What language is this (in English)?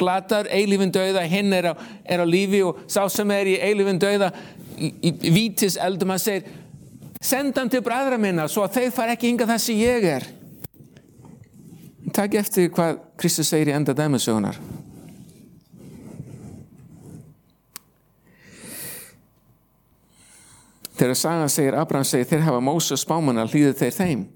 Icelandic